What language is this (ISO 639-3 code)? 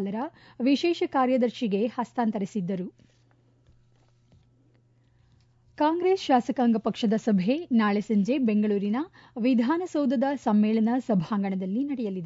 kan